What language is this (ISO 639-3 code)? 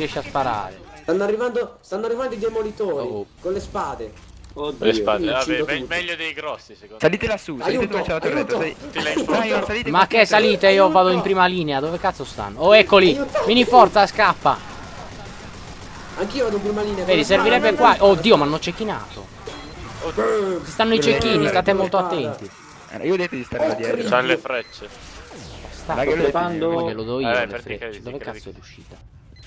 ita